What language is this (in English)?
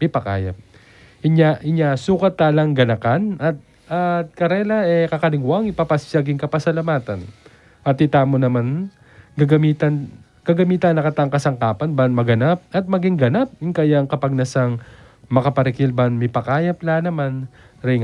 Pampanga